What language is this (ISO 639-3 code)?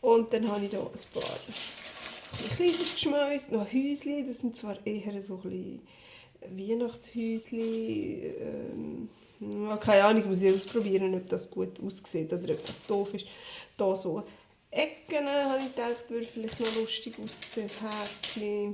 gsw